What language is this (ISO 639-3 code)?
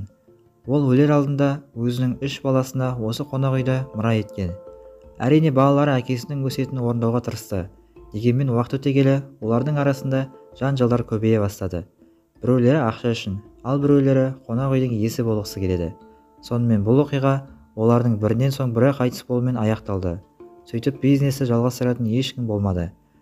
kaz